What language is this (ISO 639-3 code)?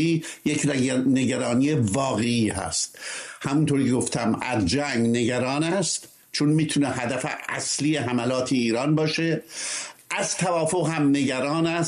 fas